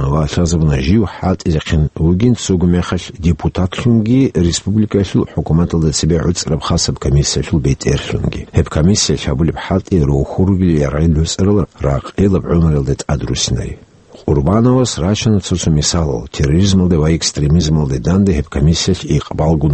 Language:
Avaric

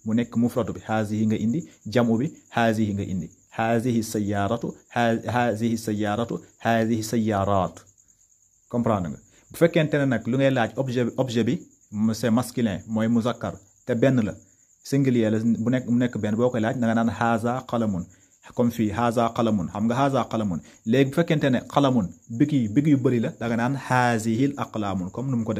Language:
Wolof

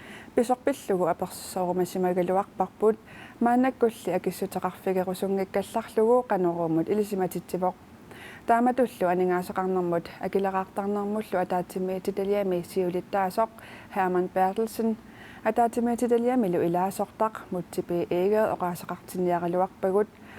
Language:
Kalaallisut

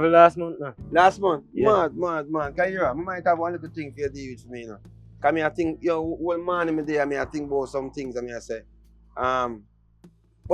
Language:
Jamaican Creole English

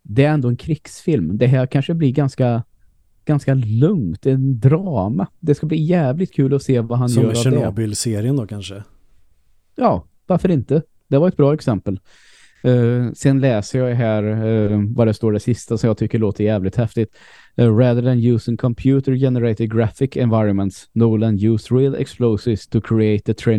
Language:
Swedish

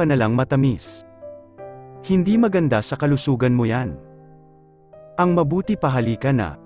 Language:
Filipino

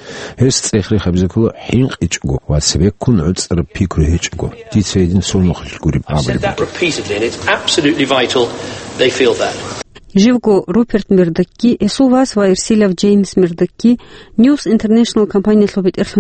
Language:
Avaric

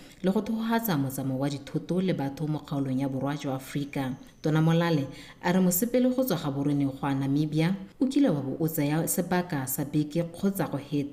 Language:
Tswana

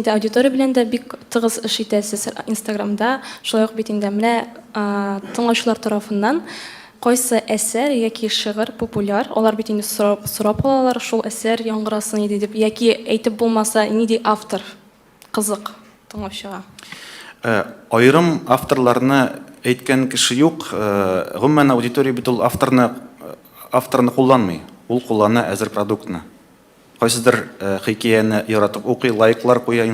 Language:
Tatar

